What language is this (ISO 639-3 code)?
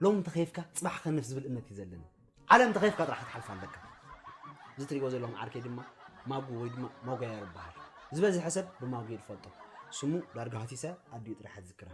tir